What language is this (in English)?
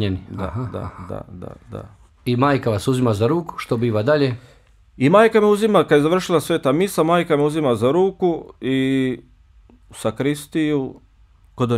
Bosnian